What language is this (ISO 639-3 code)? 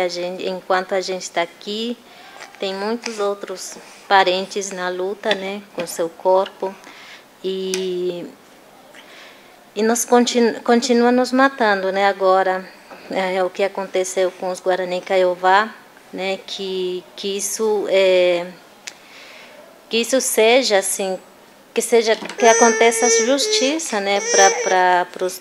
por